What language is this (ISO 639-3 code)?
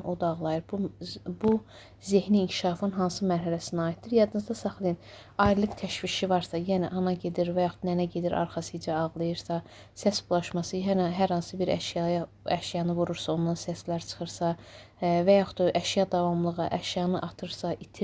aze